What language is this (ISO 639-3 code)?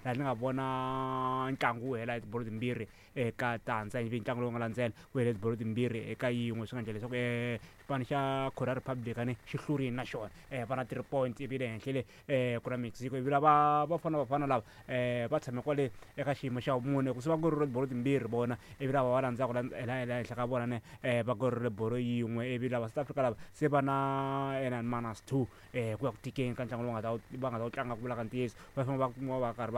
tso